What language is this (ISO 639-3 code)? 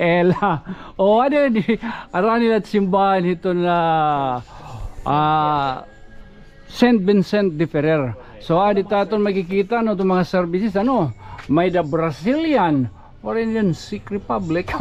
war